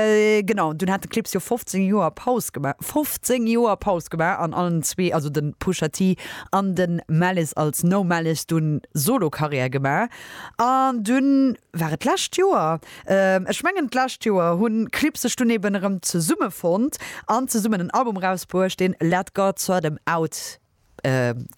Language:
Luxembourgish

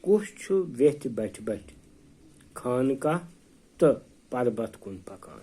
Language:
Kashmiri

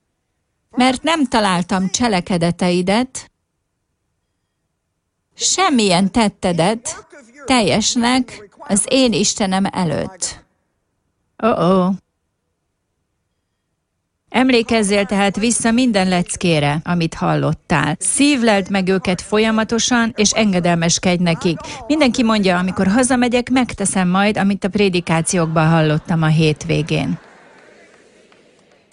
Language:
Hungarian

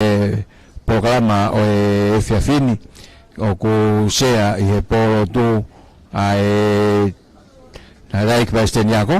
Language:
Tongan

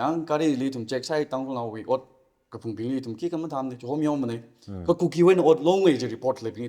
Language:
Tangkhul Naga (India)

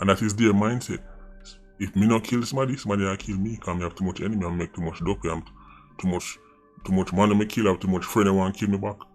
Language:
Jamaican Creole English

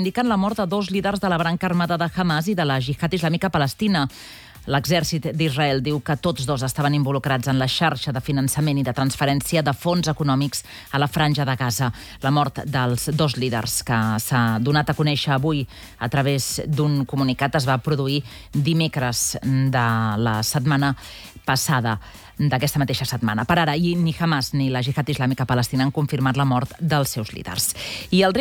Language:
Catalan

